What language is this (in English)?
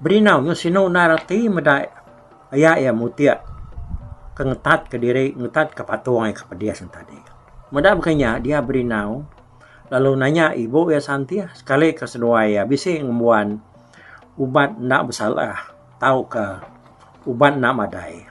Iban